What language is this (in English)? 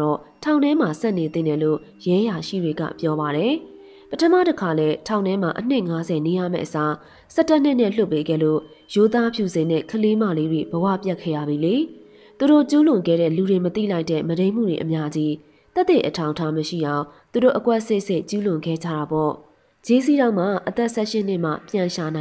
Burmese